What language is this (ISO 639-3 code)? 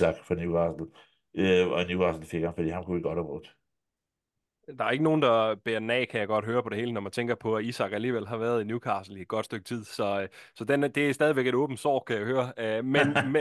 dan